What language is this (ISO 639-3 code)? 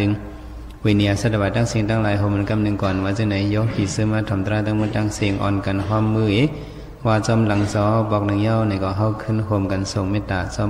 shn